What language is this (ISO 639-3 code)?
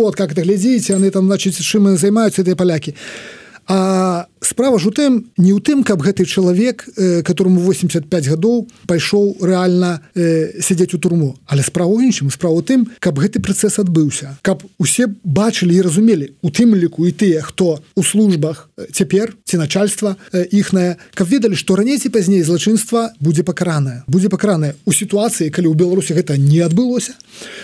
bel